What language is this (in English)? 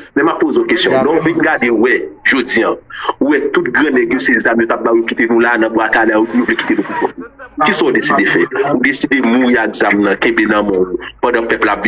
Haitian Creole